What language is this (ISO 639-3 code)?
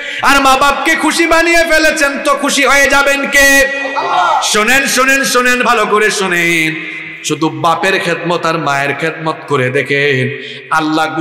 ben